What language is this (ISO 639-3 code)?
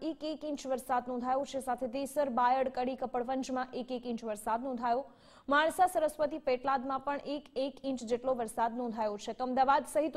guj